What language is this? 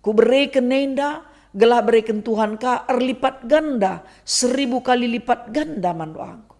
Batak Karo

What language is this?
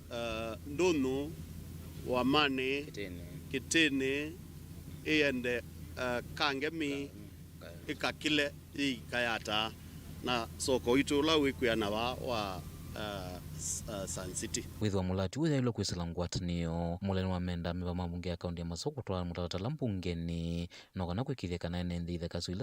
Kamba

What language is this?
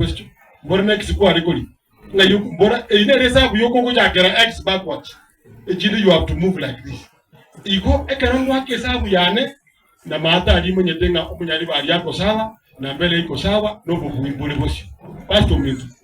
Gusii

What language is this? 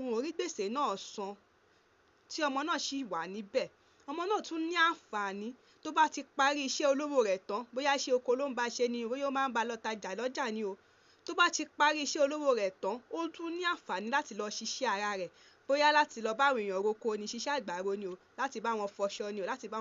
Yoruba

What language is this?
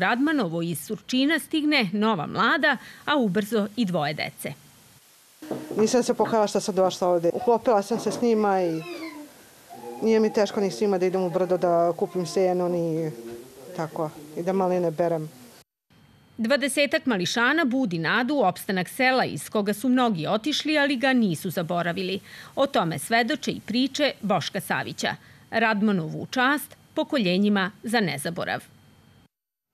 Serbian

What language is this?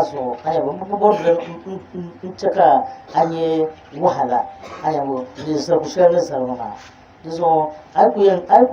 Dagbani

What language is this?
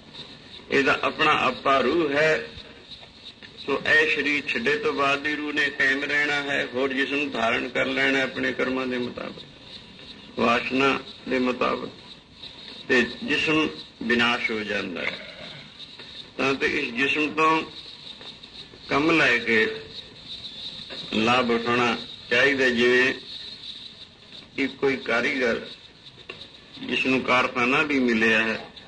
Punjabi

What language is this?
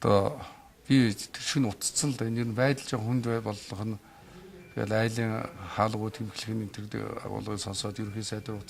Mongolian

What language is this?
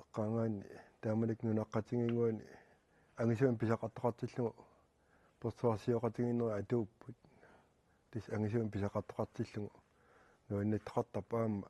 Kalaallisut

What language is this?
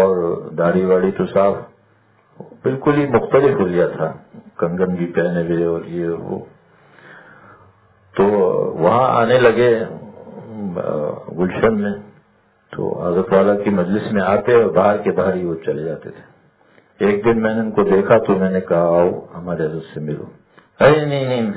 Urdu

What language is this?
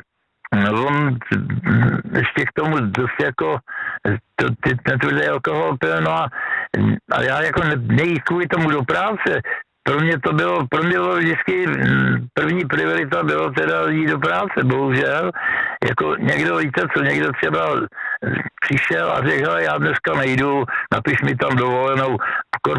Czech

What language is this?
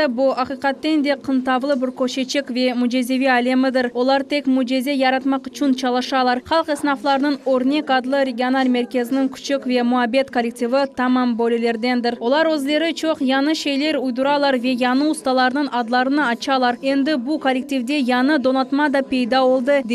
Crimean Tatar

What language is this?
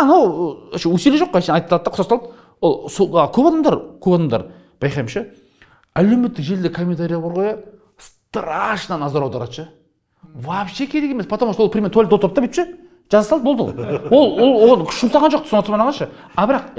Kazakh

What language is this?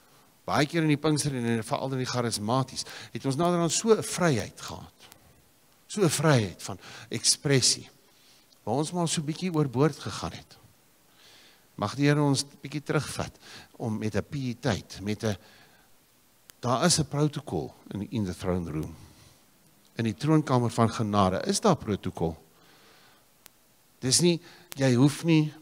Afrikaans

